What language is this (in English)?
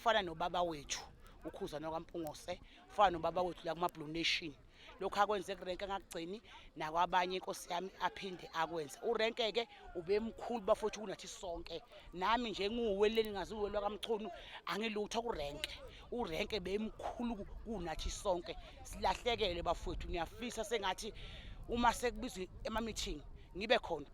Zulu